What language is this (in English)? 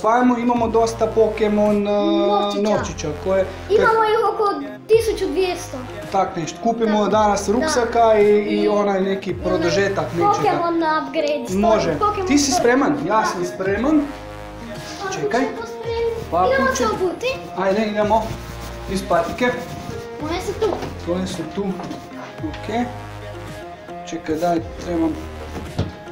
Croatian